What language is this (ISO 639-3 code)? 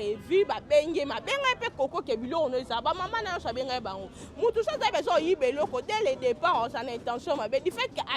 lin